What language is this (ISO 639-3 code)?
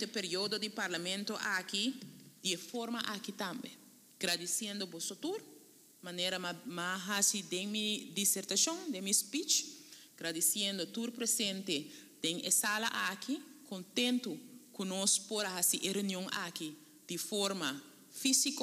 pap